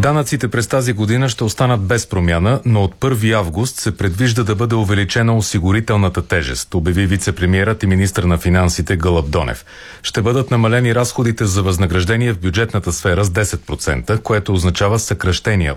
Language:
Bulgarian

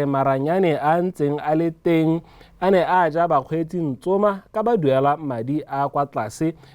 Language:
Tswana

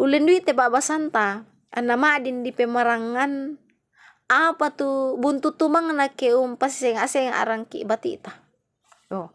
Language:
Toraja-Sa'dan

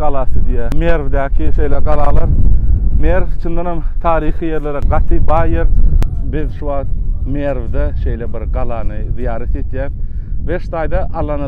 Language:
Turkmen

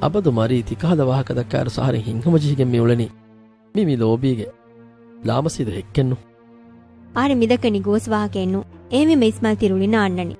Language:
Divehi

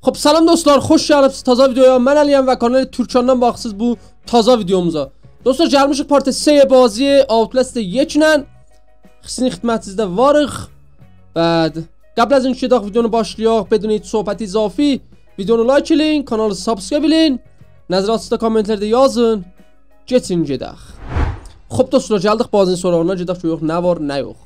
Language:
South Azerbaijani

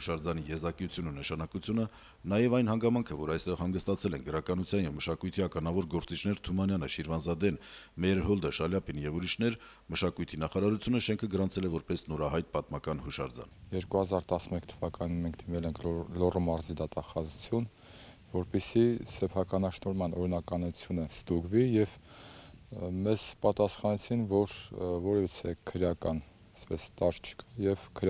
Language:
Armenian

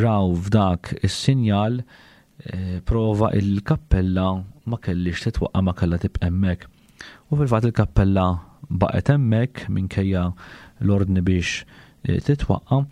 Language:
Maltese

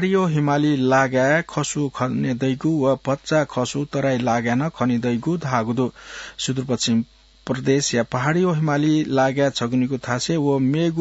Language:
Newari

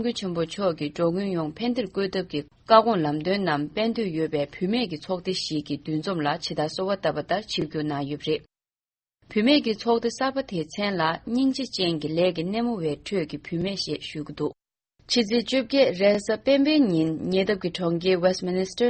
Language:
Tibetan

